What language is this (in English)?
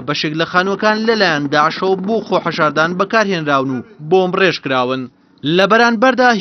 Central Kurdish